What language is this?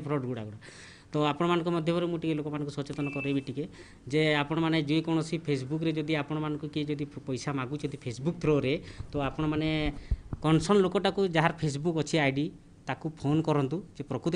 Odia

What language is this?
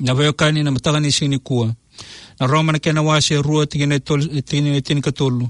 Fijian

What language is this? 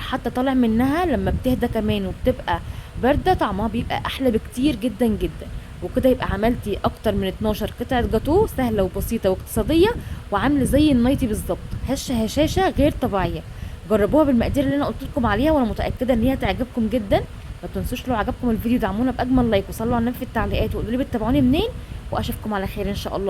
Egyptian Arabic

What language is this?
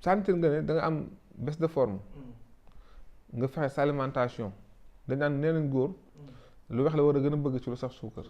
Wolof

